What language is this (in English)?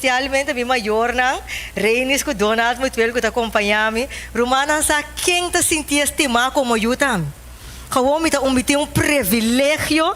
Papiamento